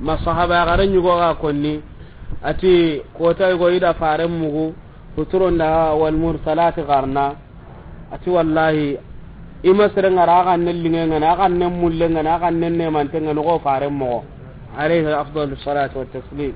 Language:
Soninke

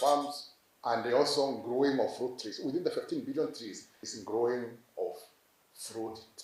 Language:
Gusii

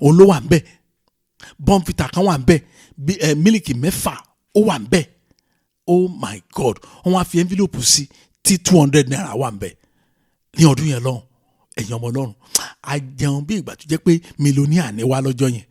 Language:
Yoruba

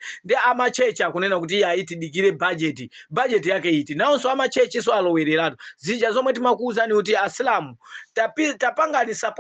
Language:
Nyanja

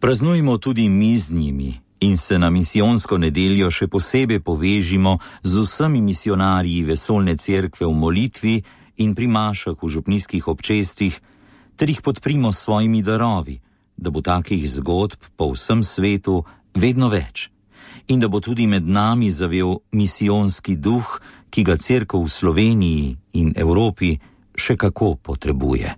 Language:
Slovenian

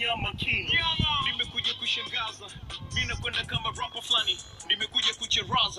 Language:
Swahili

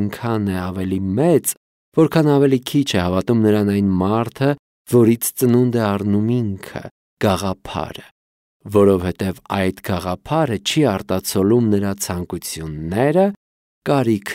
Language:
Armenian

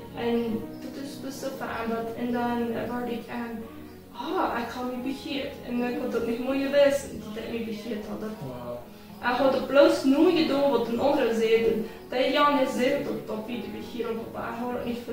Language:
Plautdietsch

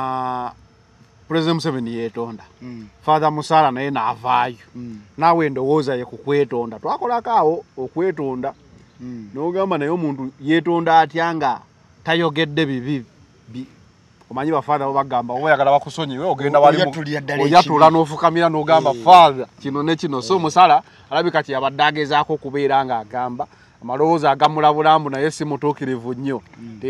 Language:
Ganda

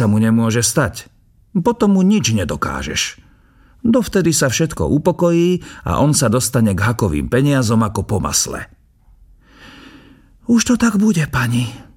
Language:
Slovak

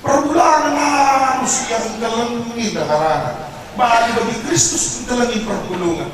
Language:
Batak Karo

